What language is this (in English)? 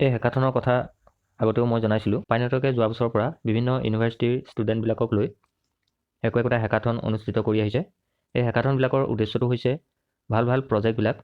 Assamese